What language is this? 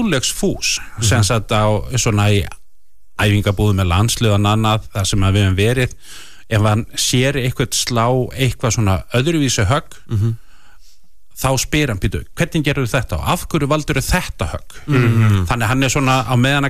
Icelandic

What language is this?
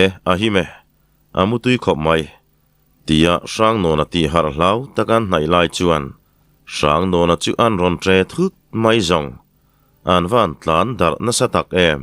Mizo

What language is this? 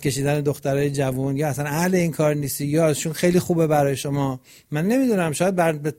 Persian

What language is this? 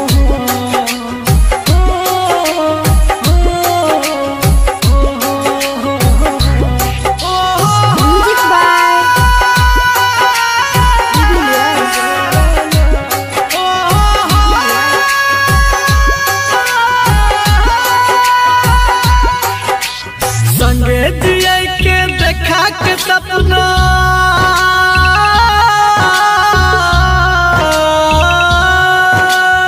Bhojpuri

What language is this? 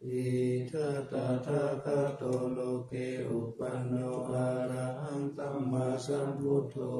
Pali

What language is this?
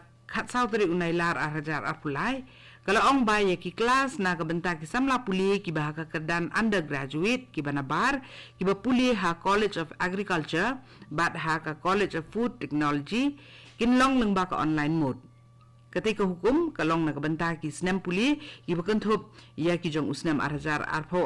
Khasi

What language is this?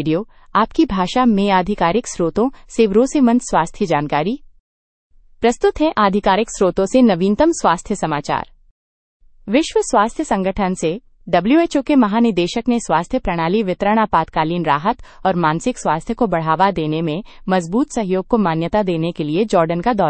Hindi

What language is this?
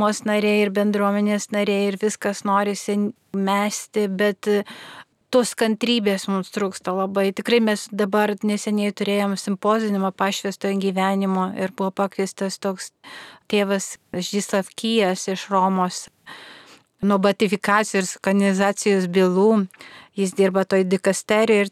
Lithuanian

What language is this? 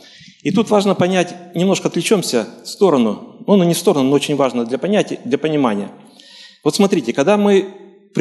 Russian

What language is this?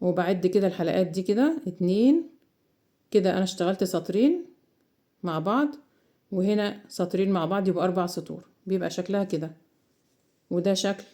Egyptian Arabic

